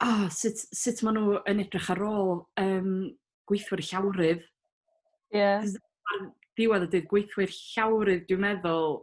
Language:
Welsh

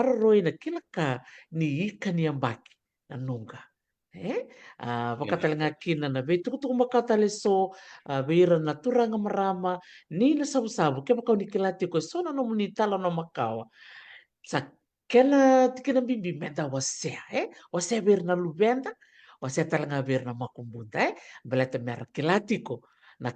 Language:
Fijian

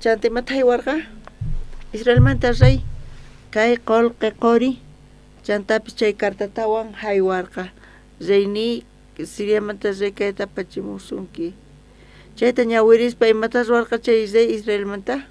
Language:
South Bolivian Quechua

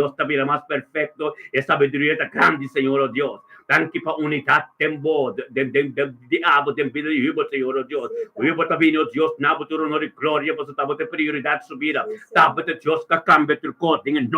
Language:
Papiamento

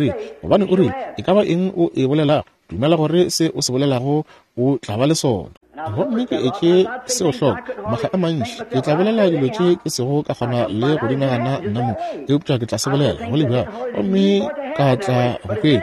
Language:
Northern Sotho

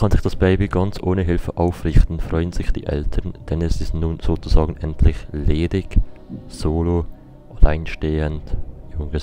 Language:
Swiss German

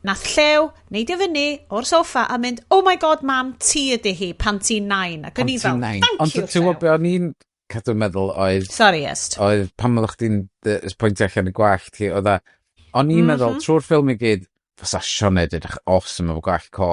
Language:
Welsh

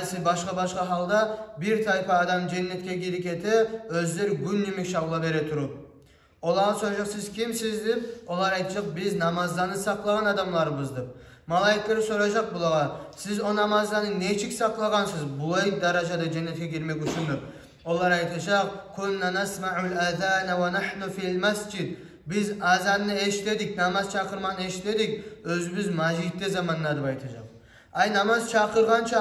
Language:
Kumyk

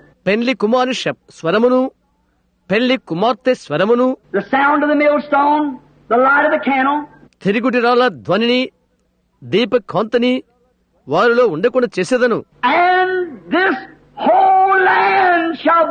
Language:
Telugu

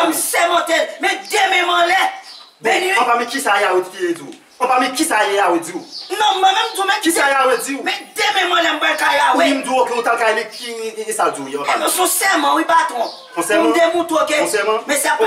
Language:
Haitian Creole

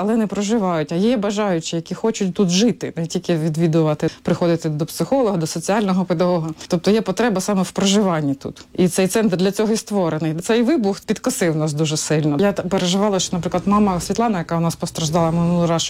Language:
Ukrainian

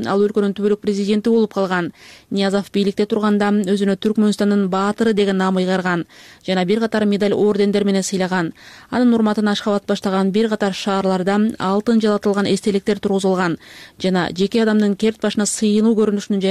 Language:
Kyrgyz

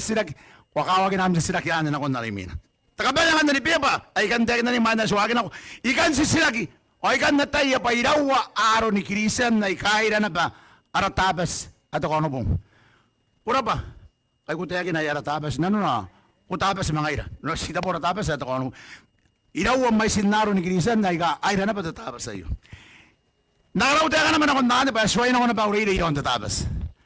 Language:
Gilbertese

